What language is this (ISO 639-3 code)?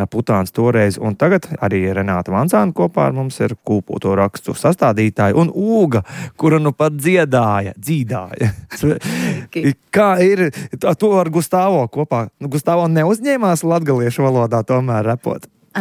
lav